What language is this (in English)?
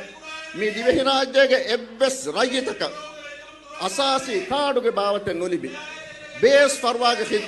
Divehi